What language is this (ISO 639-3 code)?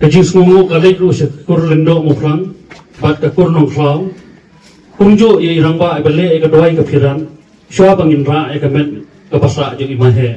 kha